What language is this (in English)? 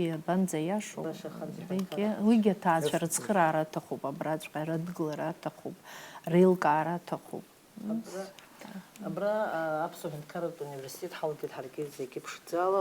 Abkhazian